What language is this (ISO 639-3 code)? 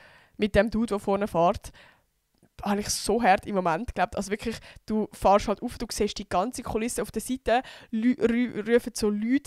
gsw